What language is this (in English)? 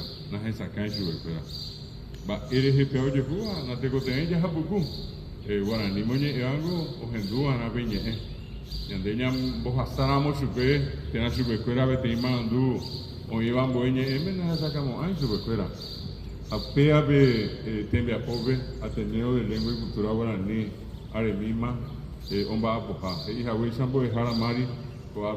Guarani